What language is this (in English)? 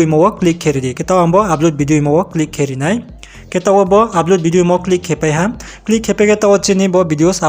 Riang (India)